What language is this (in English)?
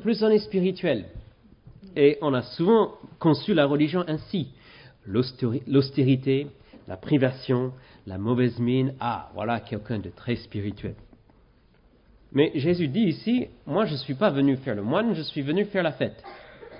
French